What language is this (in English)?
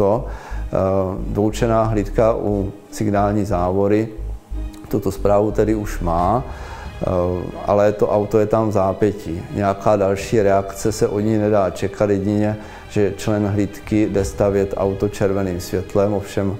Czech